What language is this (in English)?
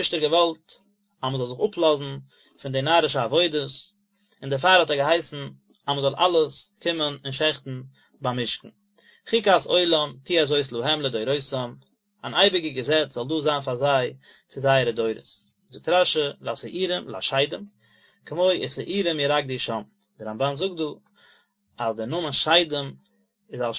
Yiddish